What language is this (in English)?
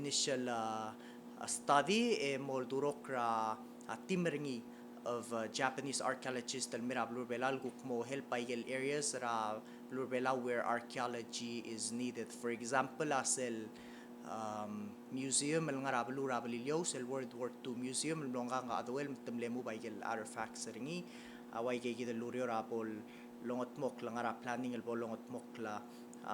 Palauan